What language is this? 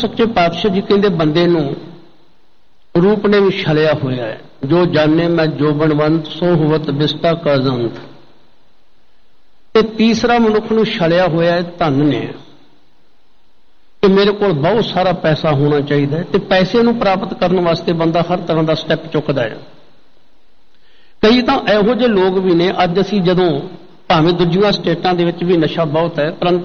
Punjabi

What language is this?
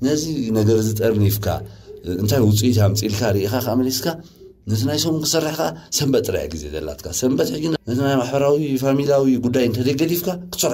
Tigrinya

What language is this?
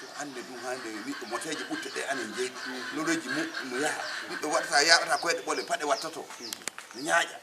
Fula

